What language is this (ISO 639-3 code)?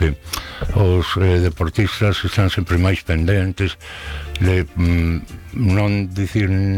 glg